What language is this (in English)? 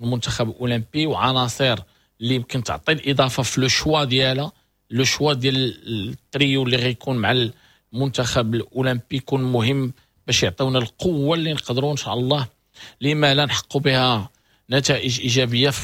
Moroccan Arabic